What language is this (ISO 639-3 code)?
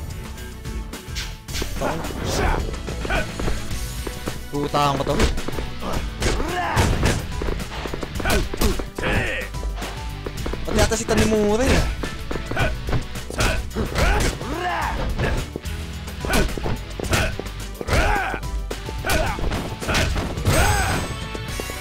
fil